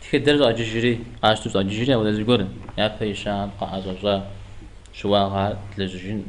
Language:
Kabardian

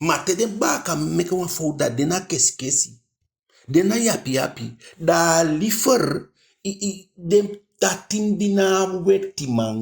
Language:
Eastern Maroon Creole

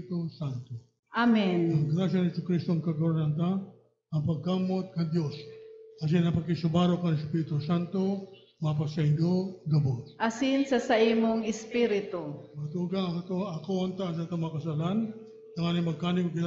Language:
Bikol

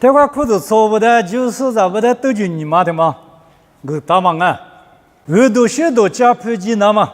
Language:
Lisu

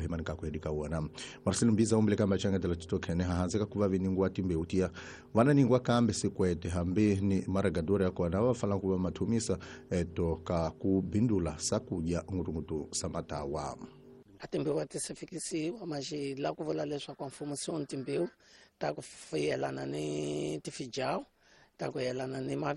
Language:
Tsonga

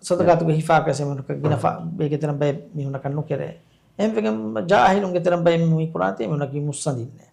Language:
Divehi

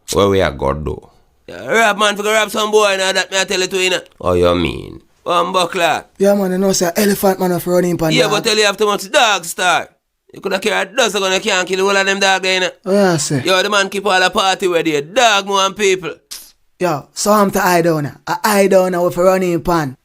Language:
Jamaican Creole English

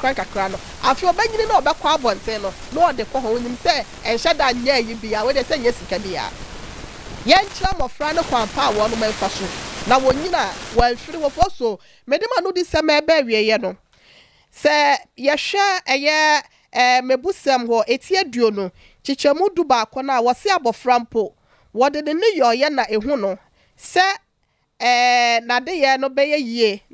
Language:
Akan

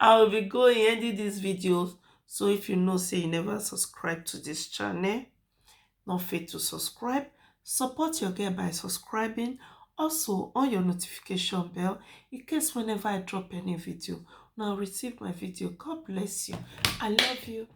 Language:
Nigerian Pidgin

